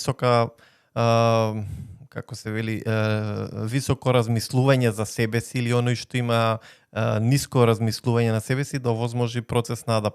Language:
Macedonian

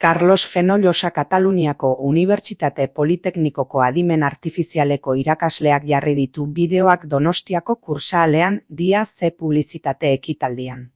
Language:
Basque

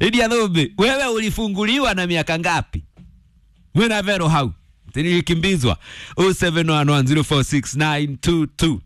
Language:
Kikuyu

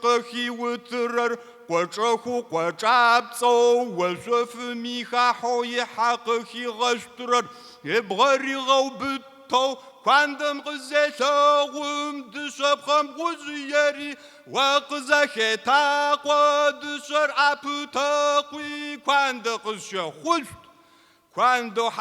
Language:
Kabardian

